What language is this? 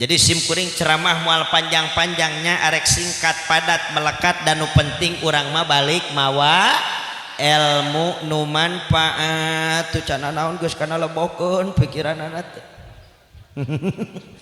Sundanese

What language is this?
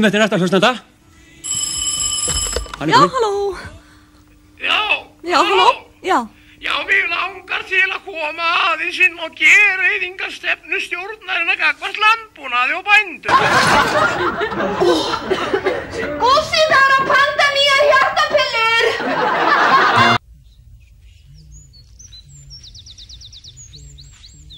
Icelandic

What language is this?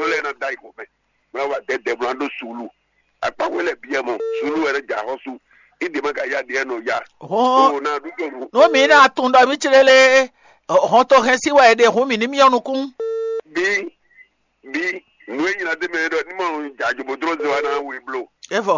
Fon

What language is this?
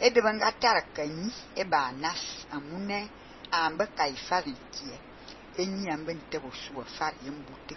Fang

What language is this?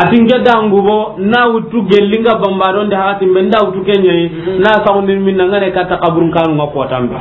Soninke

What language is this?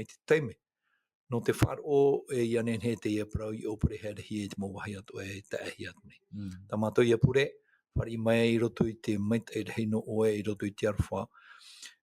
Tahitian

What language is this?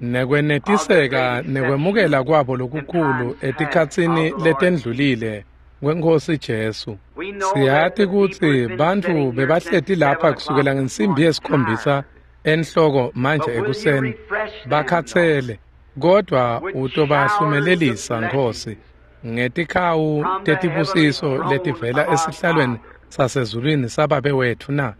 Swati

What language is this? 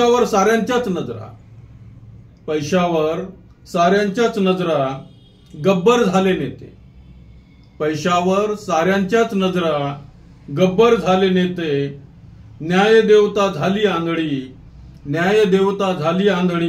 Marathi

